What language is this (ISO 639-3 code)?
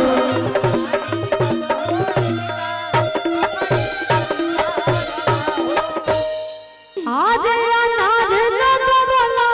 bho